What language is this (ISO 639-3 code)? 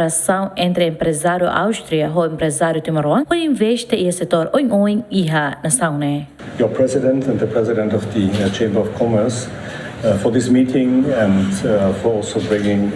tet